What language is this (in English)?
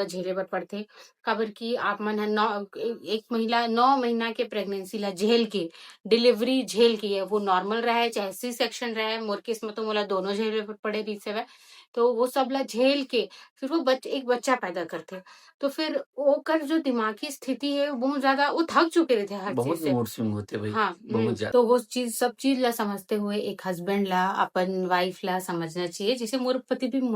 Chhattisgarhi